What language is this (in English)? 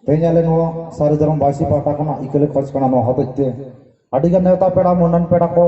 Santali